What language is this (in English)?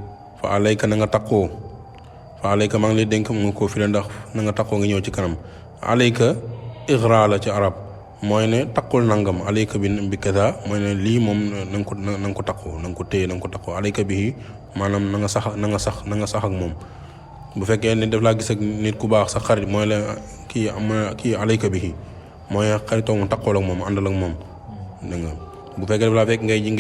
Wolof